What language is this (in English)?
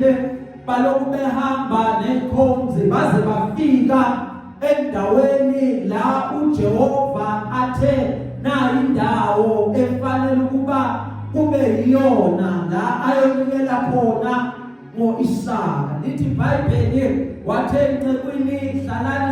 Zulu